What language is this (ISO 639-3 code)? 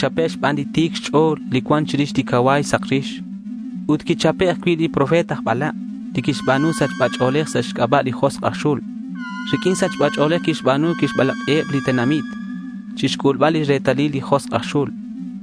kek